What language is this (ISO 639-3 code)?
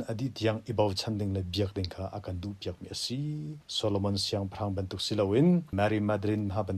cnh